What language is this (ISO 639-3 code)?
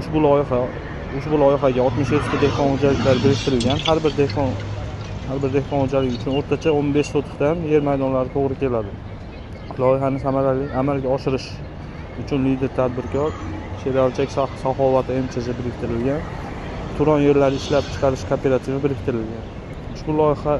uzb